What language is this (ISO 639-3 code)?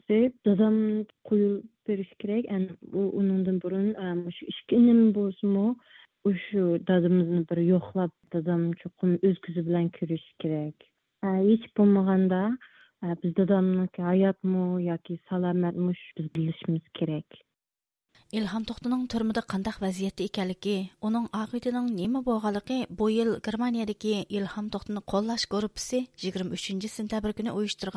uig